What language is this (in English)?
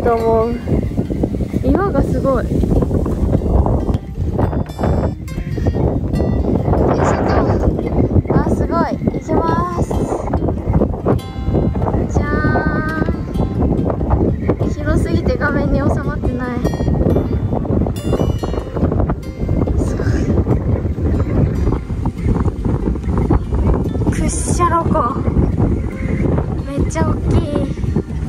Japanese